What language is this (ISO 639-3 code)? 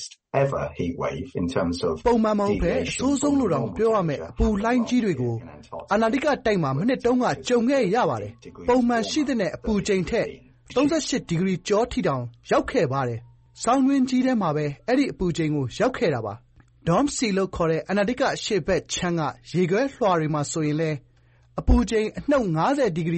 mya